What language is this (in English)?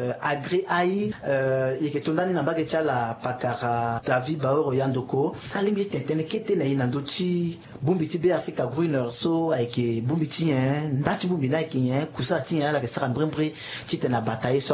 Sango